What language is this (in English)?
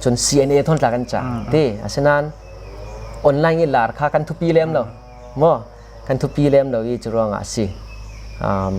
Hakha Chin